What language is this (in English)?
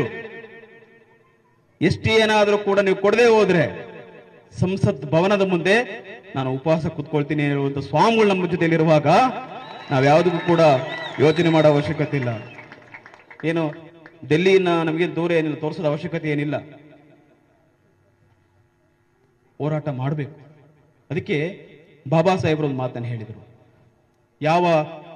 Kannada